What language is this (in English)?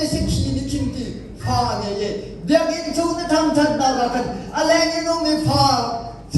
Hakha Chin